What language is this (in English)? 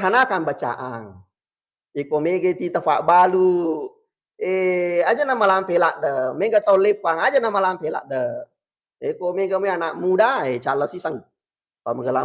Buginese